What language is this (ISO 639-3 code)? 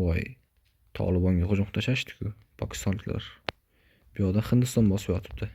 uzb